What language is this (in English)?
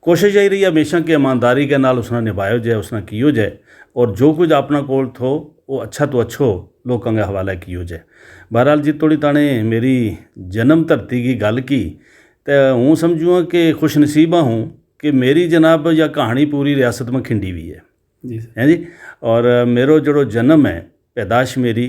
Gujari